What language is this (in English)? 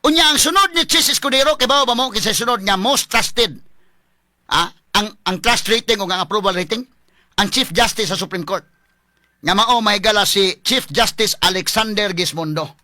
Cebuano